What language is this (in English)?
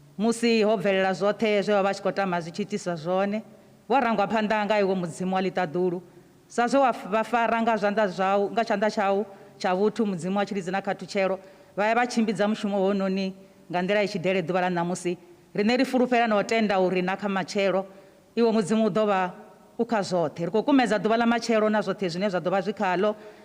Venda